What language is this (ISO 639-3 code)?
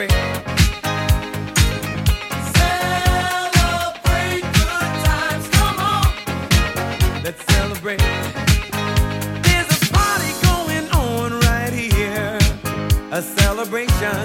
eng